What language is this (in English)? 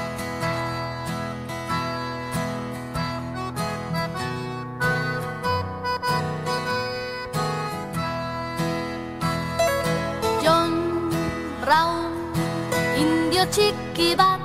Basque